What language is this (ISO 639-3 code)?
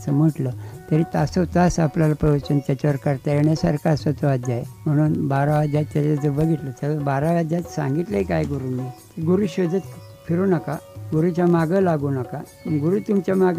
mar